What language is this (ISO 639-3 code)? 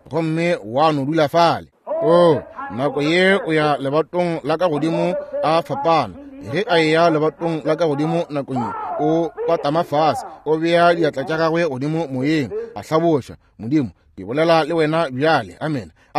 nso